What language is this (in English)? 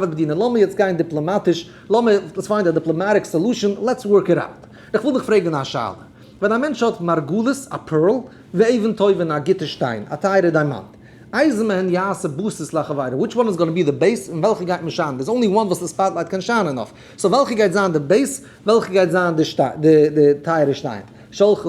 Yiddish